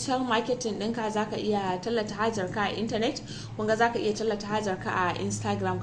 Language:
Hausa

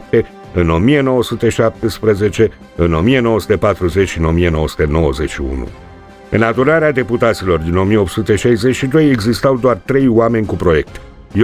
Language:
Romanian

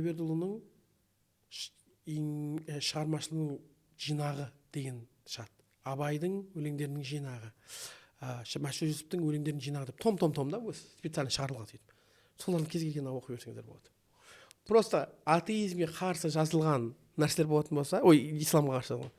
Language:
Kazakh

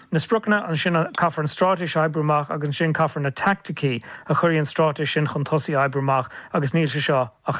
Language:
Irish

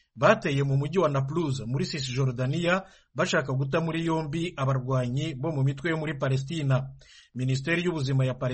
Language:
Kinyarwanda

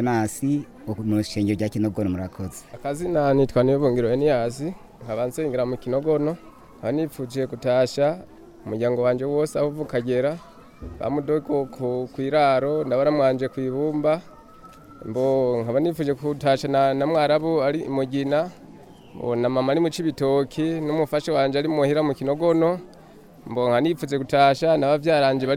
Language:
Rundi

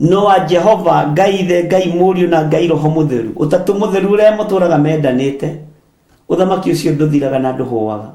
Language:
Kikuyu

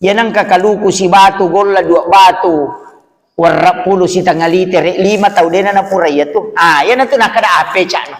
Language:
Buginese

